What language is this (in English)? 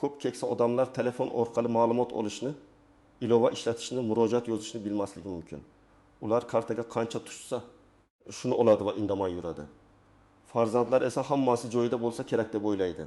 Uzbek